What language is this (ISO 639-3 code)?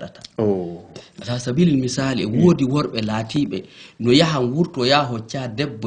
ful